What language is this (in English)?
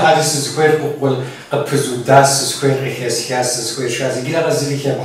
Kabardian